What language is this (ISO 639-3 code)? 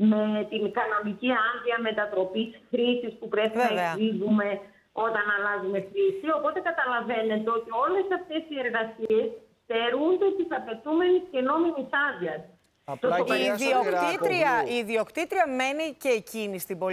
ell